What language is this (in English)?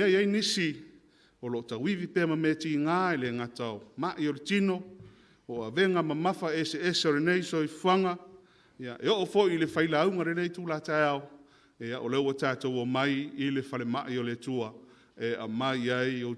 Samoan